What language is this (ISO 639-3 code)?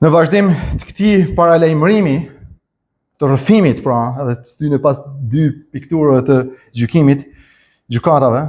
sqi